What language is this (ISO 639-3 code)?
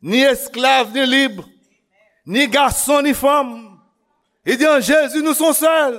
hat